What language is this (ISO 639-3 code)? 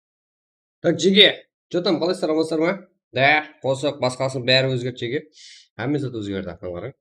kaa